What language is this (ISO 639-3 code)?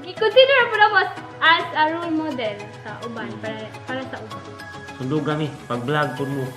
ceb